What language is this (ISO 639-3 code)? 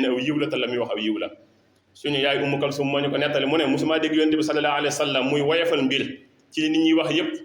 wol